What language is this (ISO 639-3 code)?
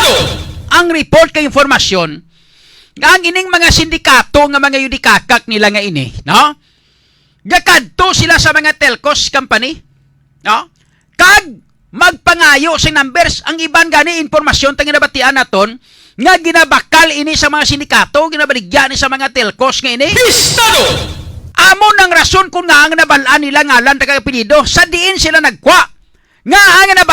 hil